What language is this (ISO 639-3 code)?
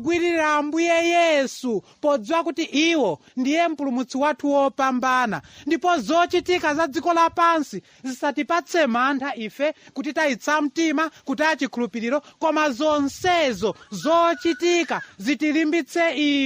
nya